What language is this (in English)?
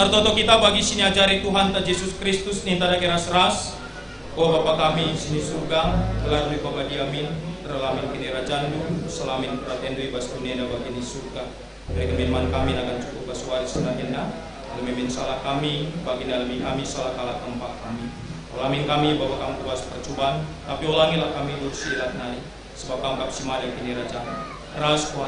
Batak Karo